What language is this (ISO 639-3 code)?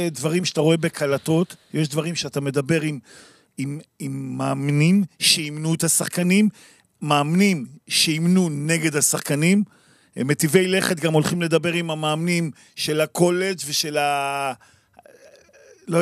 heb